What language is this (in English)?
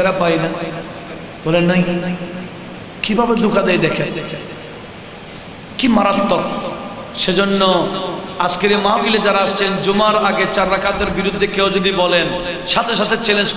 Bangla